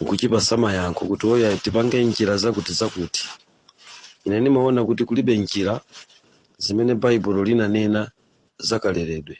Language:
Nyanja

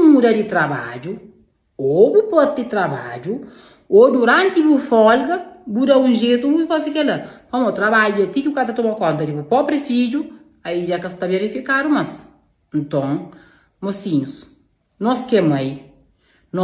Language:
Kabuverdianu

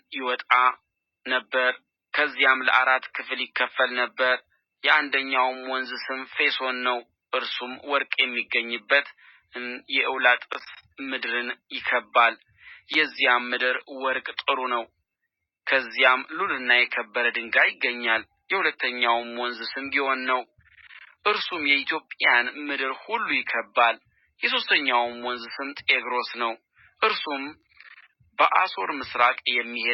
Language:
Amharic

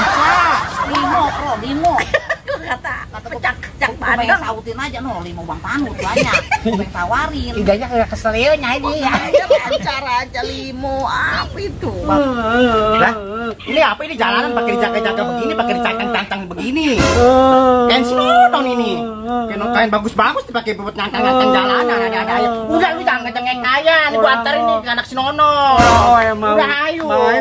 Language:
Betawi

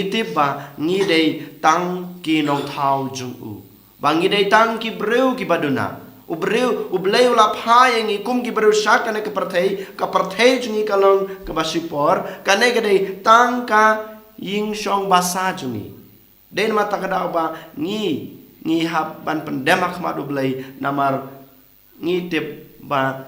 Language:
Khasi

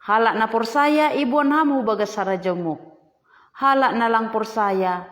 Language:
Batak Simalungun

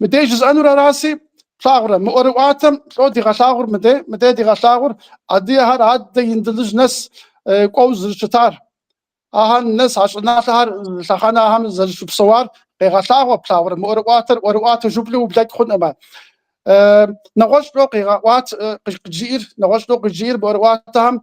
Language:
Kabardian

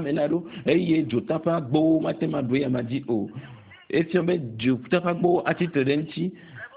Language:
Ewe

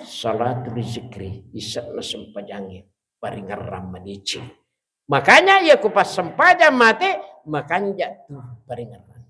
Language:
Buginese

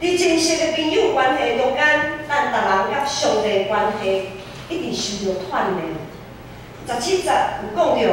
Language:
Min Nan Chinese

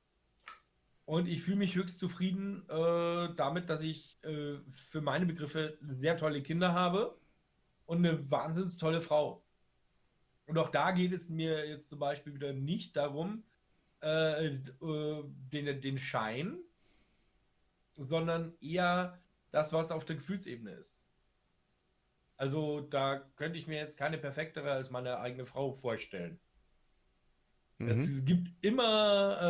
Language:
German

